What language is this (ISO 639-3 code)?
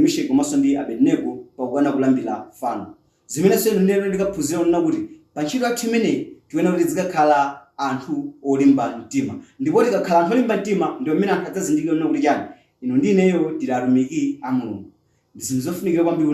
nya